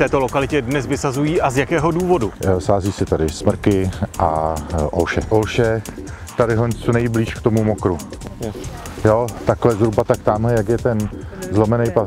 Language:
Czech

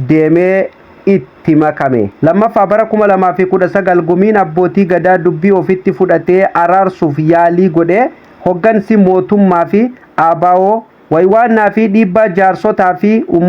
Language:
Oromo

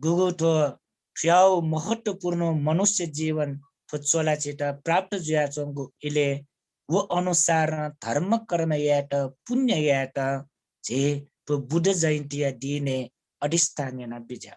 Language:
Newari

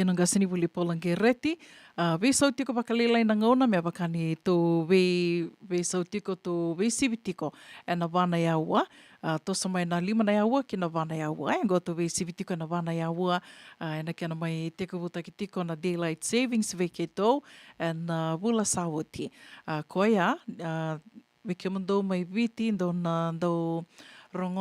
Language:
Fijian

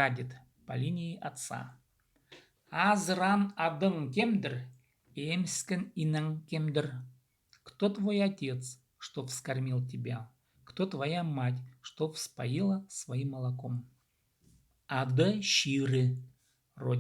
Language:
Khakas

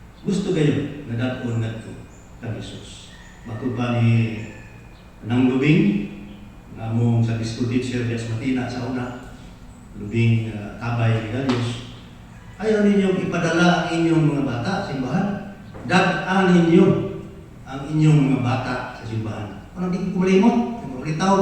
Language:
Cebuano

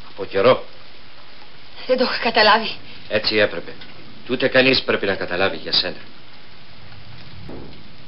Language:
Greek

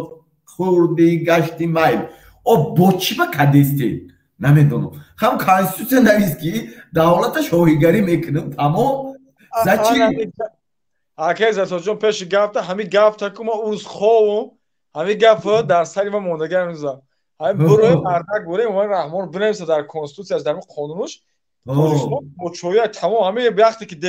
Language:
Tajik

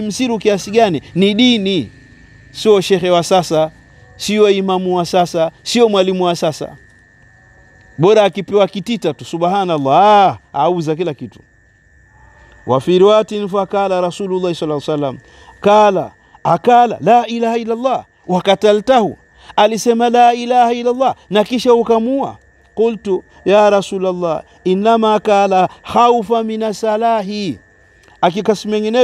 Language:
Swahili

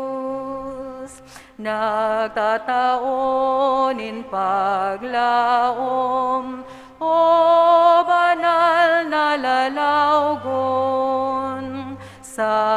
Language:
Bikol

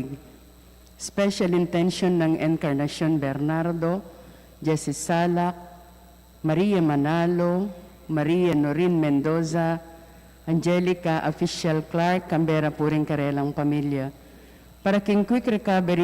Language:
Pampanga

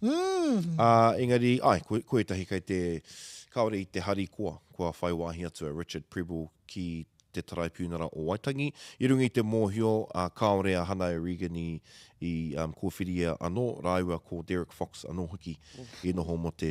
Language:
Māori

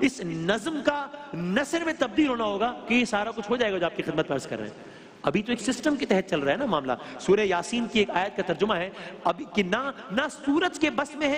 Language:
Urdu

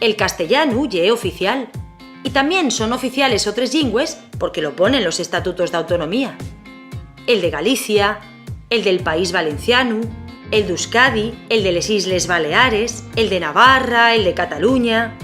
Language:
Asturian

